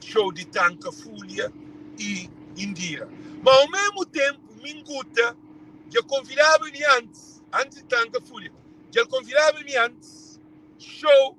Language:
Kabuverdianu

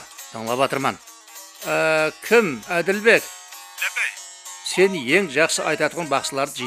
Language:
Kara-Kalpak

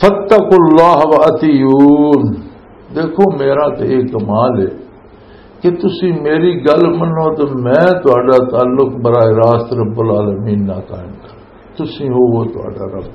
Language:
Western Panjabi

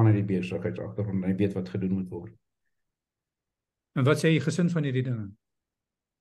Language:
Afrikaans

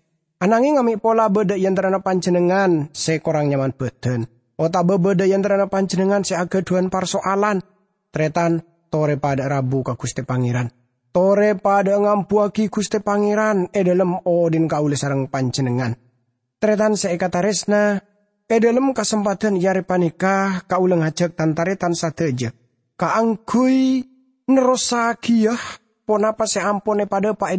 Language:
Madurese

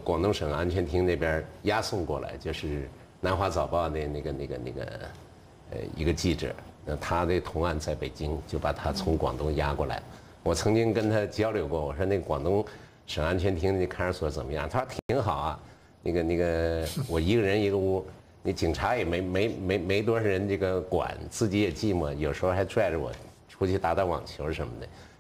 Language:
Chinese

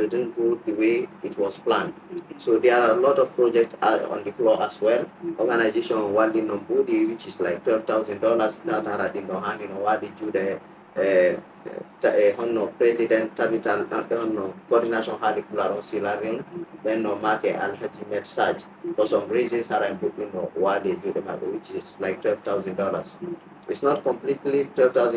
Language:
Fula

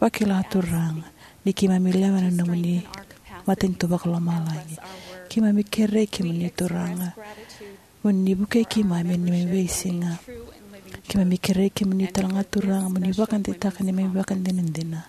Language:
Fijian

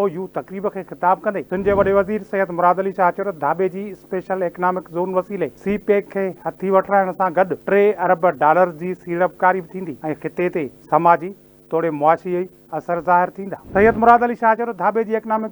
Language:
Sindhi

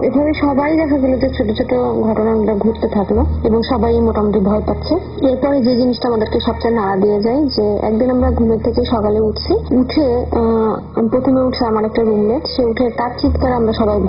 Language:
Bangla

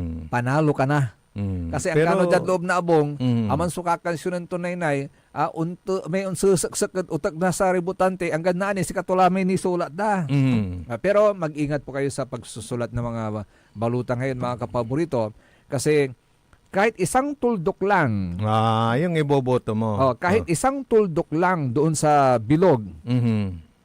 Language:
Pangasinan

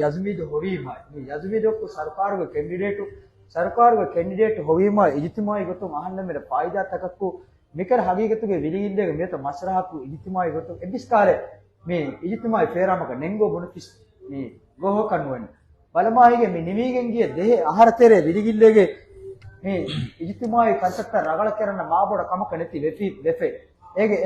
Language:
Divehi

